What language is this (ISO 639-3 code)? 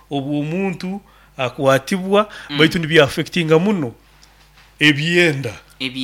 nyo